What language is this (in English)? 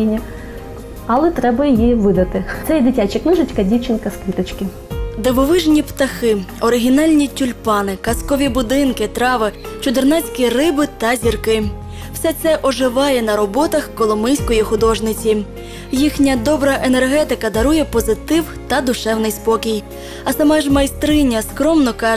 Ukrainian